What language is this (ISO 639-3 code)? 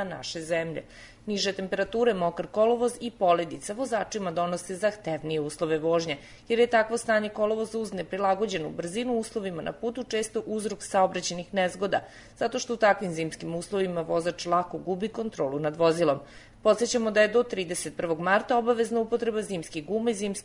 srp